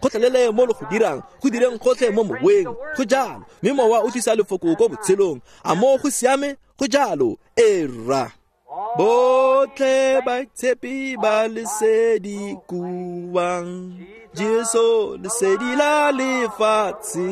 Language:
Tswana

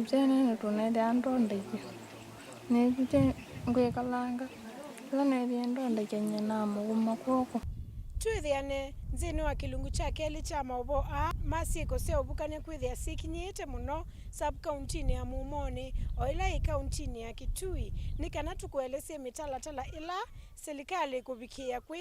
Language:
Kamba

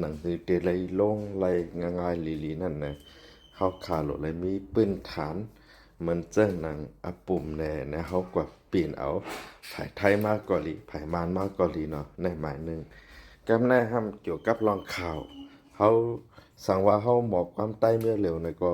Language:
Shan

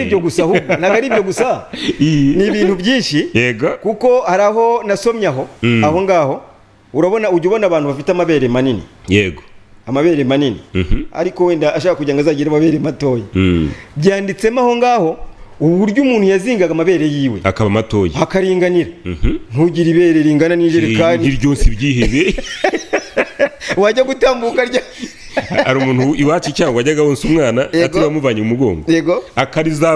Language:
Kinyarwanda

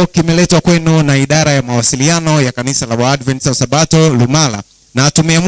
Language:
Swahili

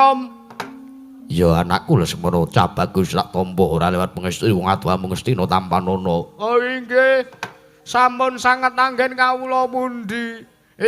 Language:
Javanese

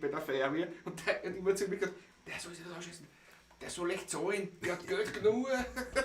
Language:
Bavarian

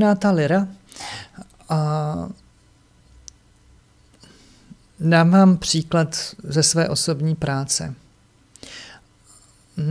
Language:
Czech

